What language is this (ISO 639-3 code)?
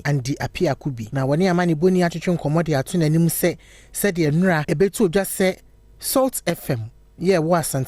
aka